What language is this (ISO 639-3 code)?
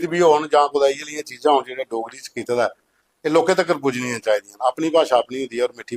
doi